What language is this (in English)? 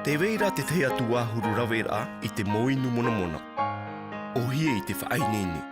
Tahitian